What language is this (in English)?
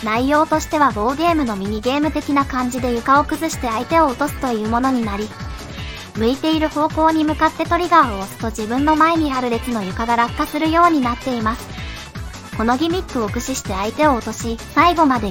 Japanese